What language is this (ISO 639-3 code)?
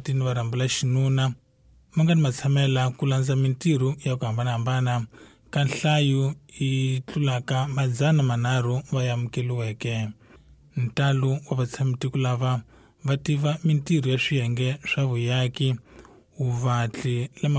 tso